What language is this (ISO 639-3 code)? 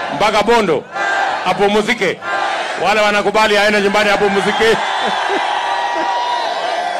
swa